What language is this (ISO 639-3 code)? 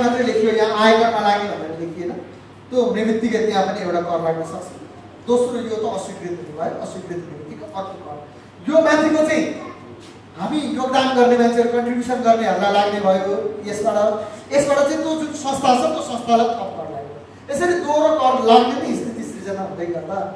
nep